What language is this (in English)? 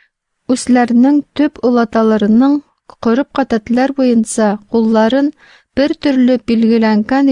Tatar